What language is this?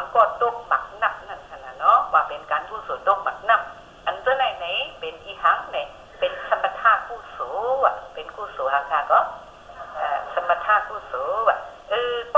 Shan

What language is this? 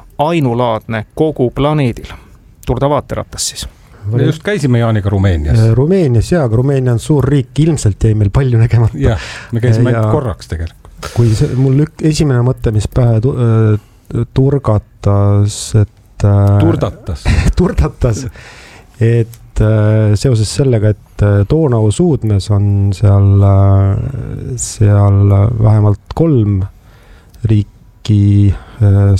Estonian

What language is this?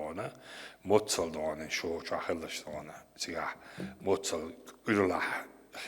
Chechen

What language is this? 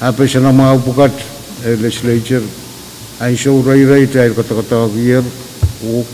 Pohnpeian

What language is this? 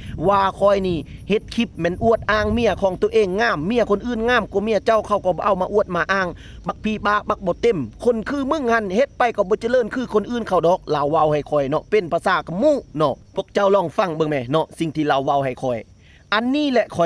Lao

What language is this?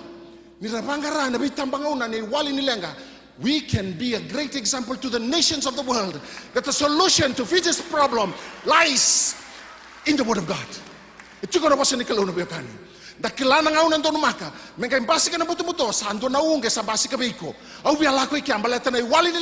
Fijian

